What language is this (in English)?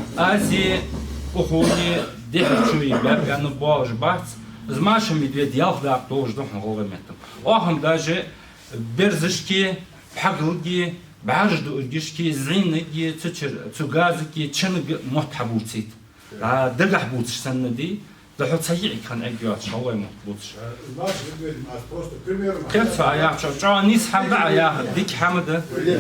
Ingush